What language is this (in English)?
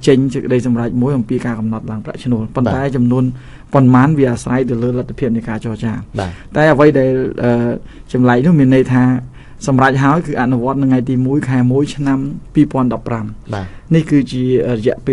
Khmer